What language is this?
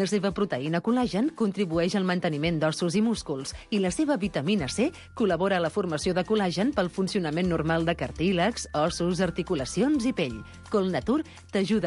Catalan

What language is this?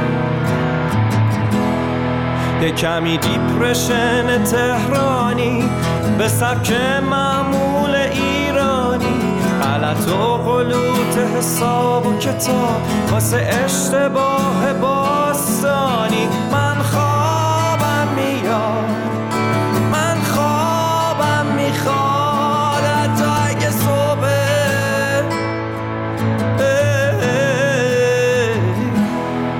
Persian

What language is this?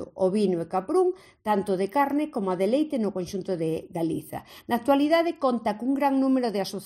Galician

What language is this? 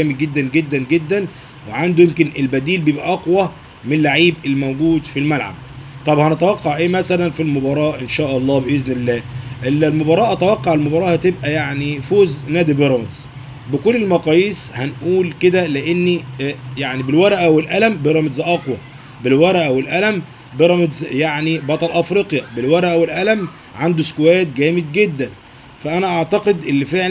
Egyptian Arabic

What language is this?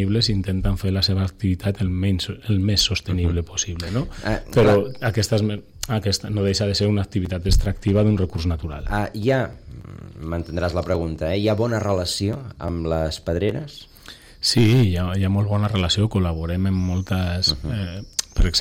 Catalan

